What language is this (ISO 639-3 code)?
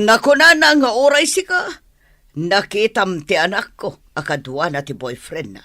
ilo